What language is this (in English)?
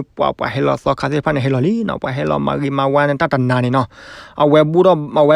S'gaw Karen